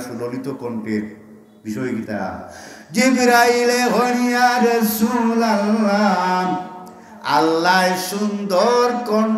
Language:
Sylheti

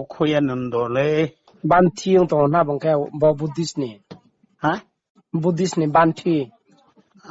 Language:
Riang (India)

